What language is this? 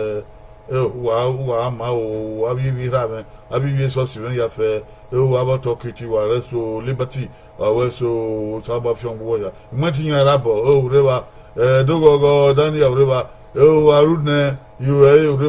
Bini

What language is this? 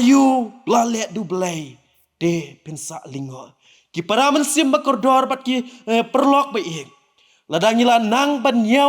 Khasi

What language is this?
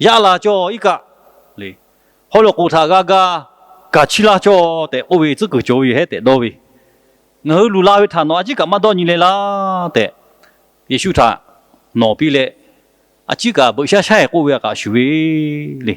Lahu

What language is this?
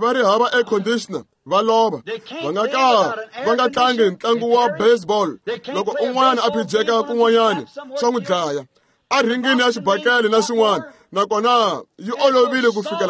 Tsonga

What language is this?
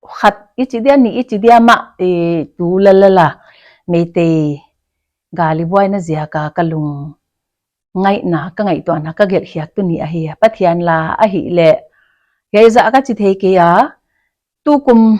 Paite Chin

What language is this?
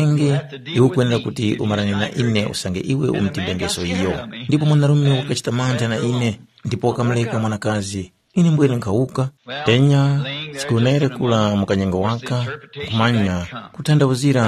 Tumbuka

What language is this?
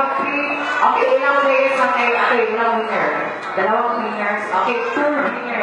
Filipino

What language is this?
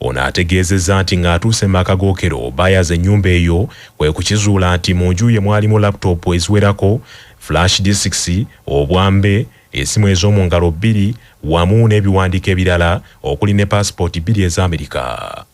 Ganda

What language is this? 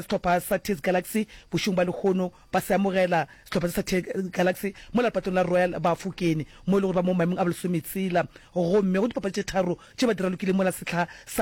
Northern Sotho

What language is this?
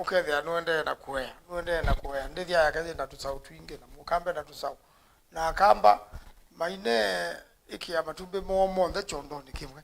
Kamba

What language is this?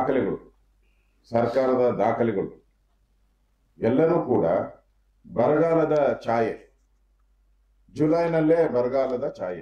Kannada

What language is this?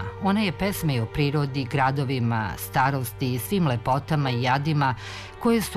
Serbian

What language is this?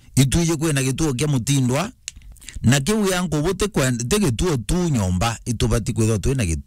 Meru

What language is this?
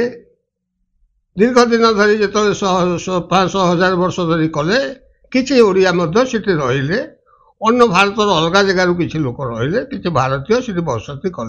Odia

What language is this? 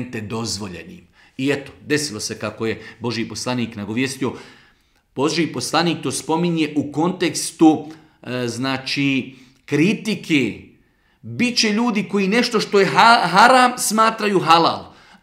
Bosnian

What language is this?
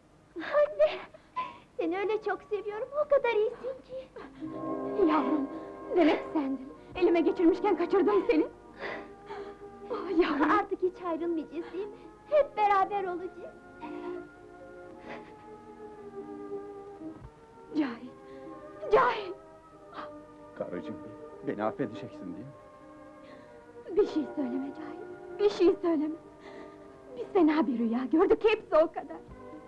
Turkish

